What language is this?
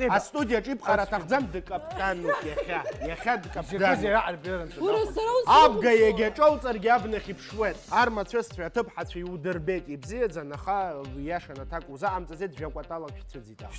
Abkhazian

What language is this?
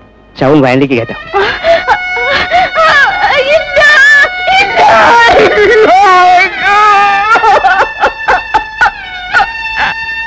Malayalam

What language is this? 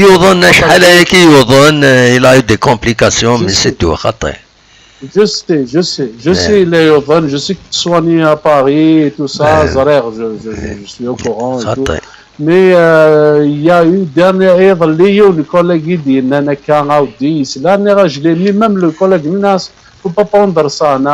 Kabyle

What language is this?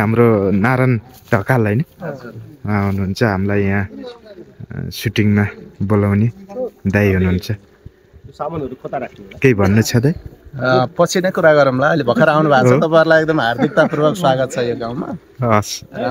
Nepali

